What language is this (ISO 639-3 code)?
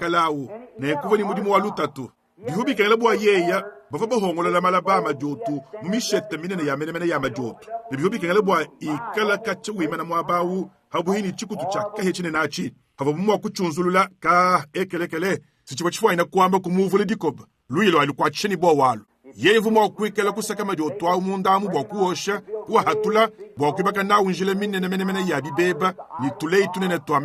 lua